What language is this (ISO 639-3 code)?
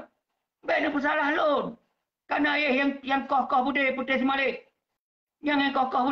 ace